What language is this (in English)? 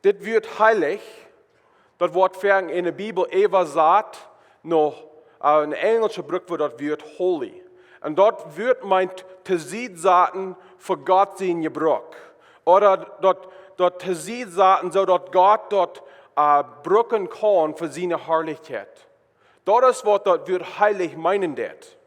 Plautdietsch